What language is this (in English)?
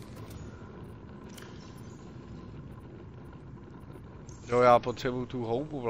Czech